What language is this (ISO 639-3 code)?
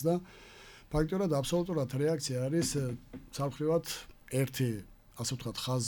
kat